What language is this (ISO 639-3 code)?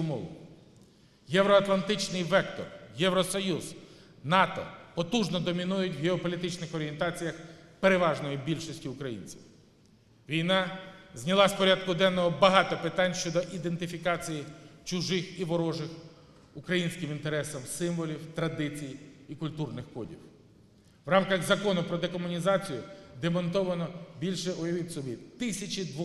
ukr